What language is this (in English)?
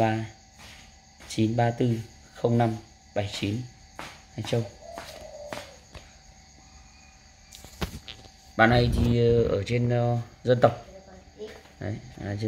Vietnamese